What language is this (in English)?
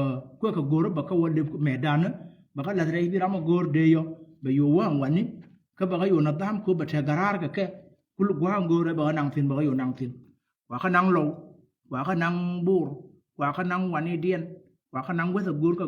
Nuer